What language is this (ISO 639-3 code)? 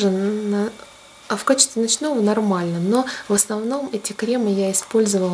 rus